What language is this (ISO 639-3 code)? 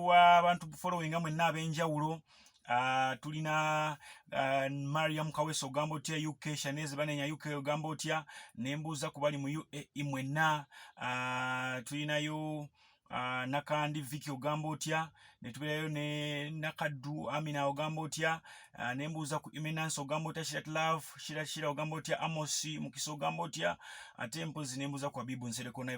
lug